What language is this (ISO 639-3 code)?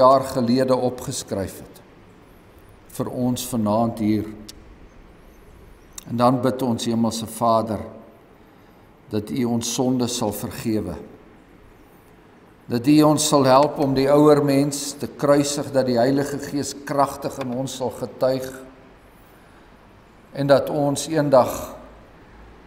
afr